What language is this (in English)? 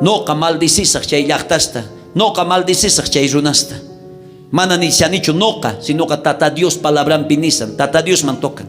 South Bolivian Quechua